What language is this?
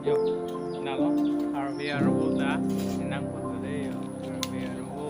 Karbi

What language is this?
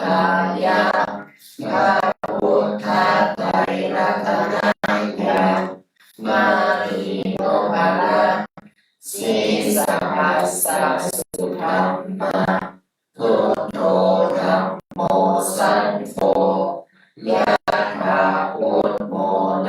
Pali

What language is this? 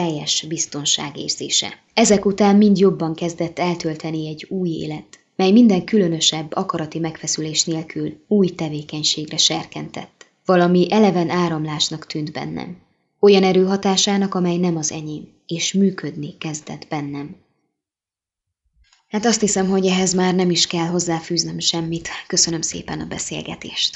Hungarian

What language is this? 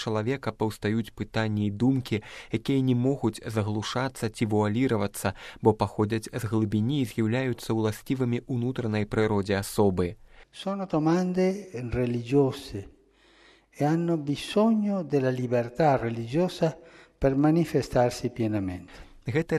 Belarusian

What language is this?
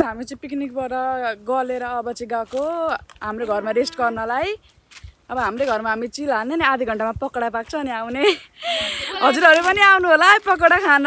Nepali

